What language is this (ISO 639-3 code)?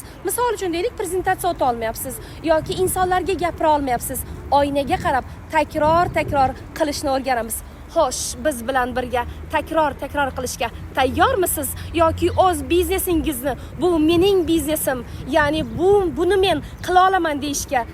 uzb